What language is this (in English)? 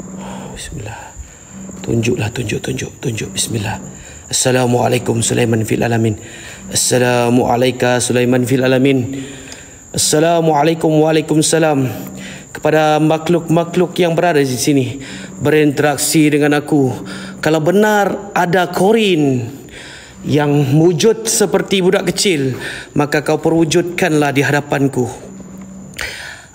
Malay